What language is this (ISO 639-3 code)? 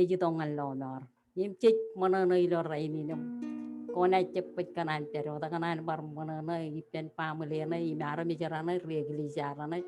mah